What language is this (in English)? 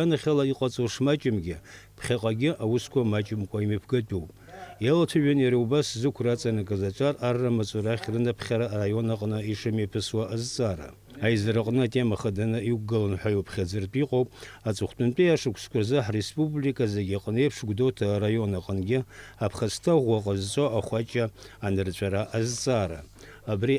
Abkhazian